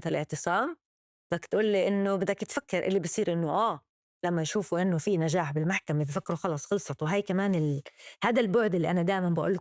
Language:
North Levantine Arabic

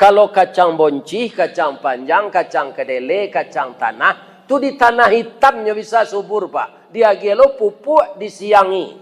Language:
Minangkabau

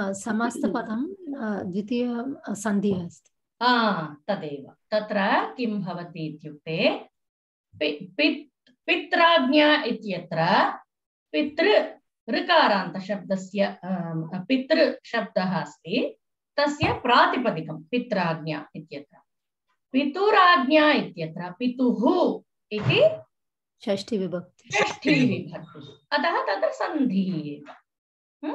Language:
Sanskrit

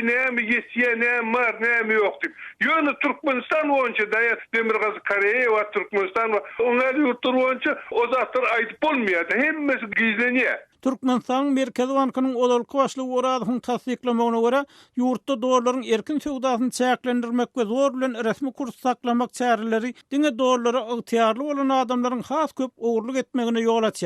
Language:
Turkmen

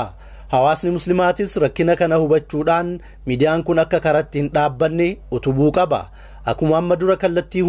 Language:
Oromo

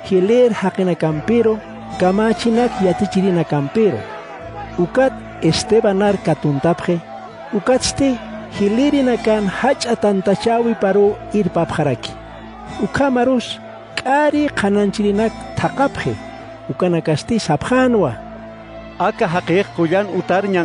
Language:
Aymara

